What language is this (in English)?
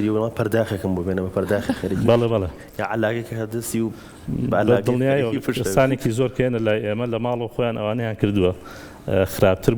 Central Kurdish